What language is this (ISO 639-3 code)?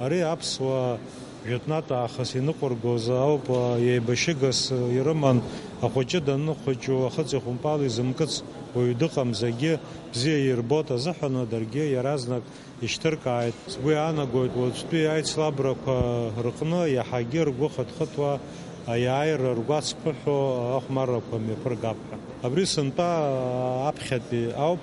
abk